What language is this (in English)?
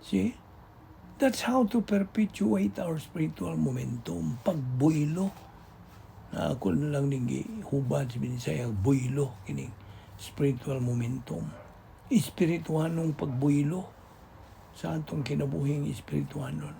Cebuano